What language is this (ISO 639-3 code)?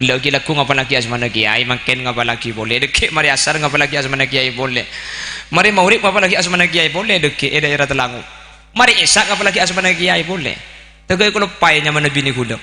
mad